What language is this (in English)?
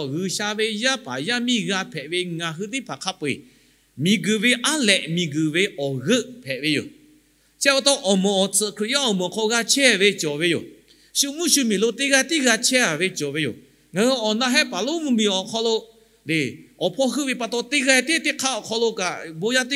Lahu